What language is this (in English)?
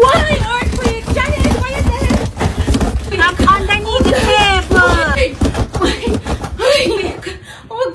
Jamaican Creole English